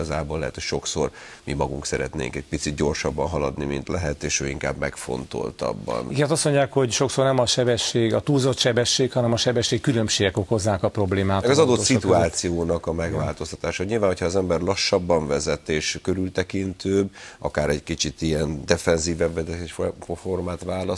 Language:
Hungarian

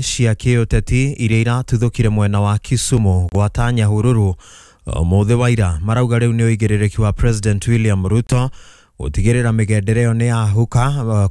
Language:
Kikuyu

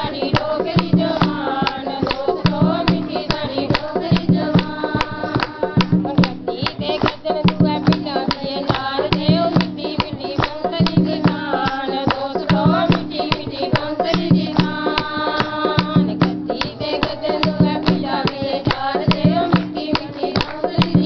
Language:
Dogri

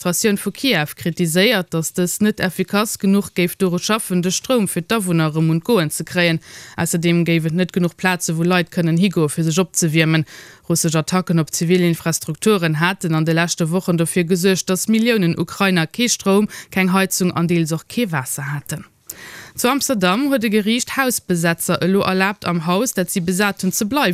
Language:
Luxembourgish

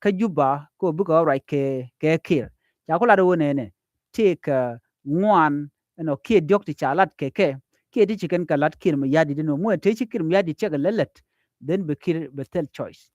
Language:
Nuer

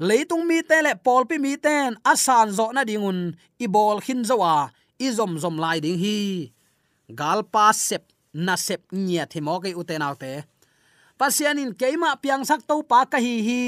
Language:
Tedim Chin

